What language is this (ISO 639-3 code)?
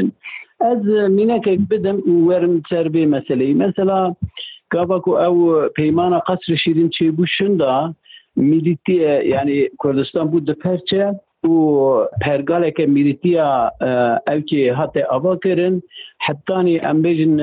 kur